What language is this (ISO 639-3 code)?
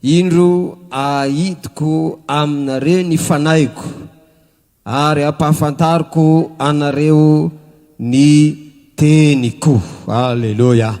mlg